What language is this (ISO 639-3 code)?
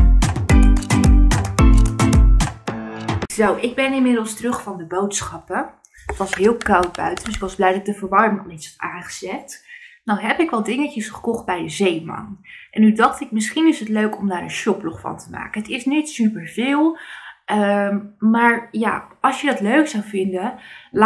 nld